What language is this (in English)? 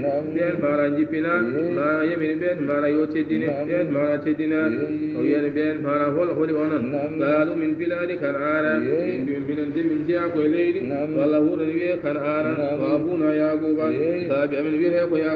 Fula